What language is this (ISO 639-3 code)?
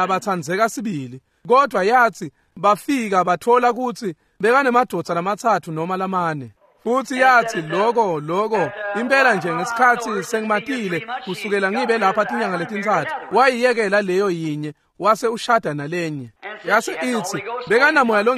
ssw